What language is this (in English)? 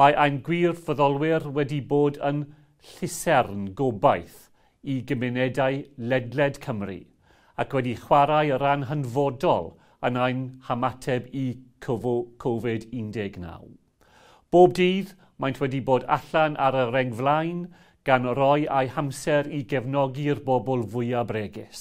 Welsh